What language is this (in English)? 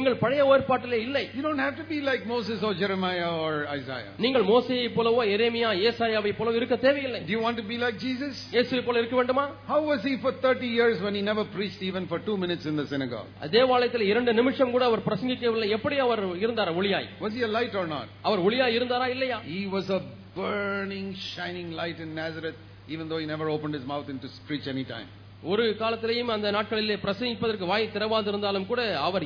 Tamil